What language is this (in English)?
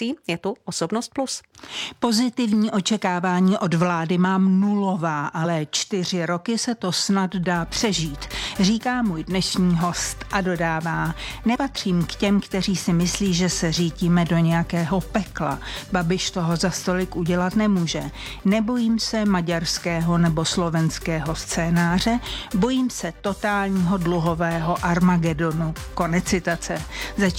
Czech